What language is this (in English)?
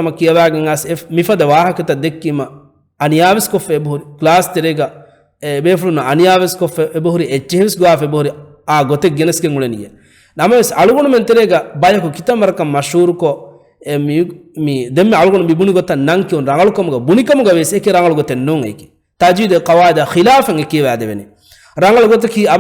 Divehi